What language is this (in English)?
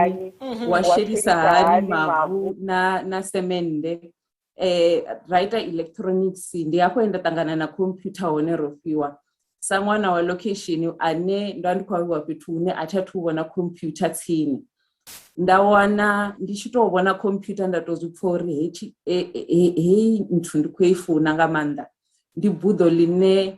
Venda